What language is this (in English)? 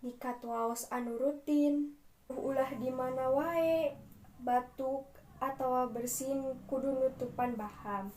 Sundanese